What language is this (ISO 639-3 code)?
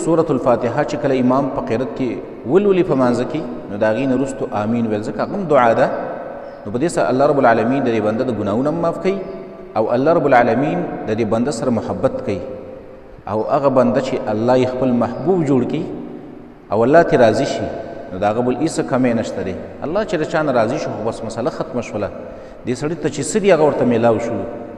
pus